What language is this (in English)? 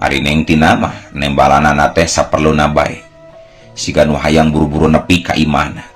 Sundanese